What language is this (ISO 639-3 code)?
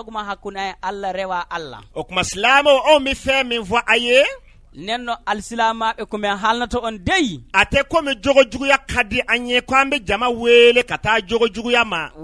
bam